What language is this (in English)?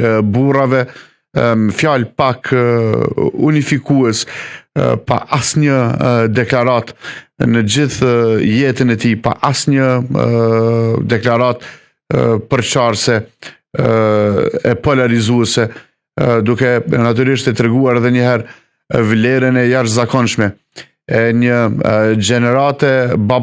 Albanian